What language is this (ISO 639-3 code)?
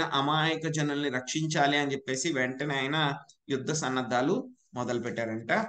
tel